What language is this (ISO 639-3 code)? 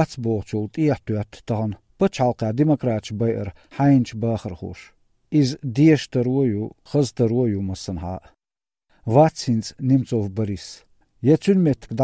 che